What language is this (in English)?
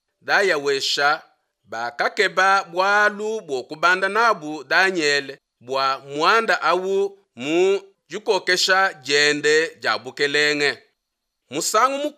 Luba-Lulua